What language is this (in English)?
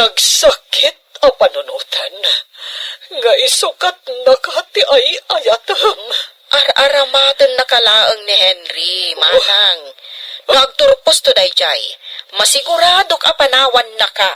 Iloko